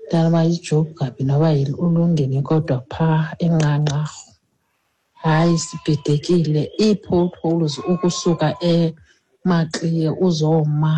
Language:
Xhosa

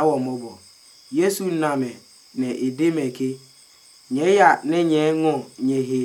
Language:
Adangme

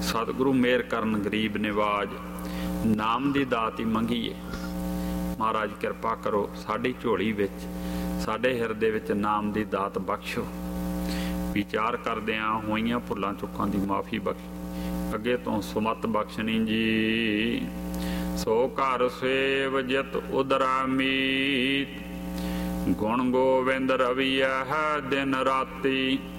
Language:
Punjabi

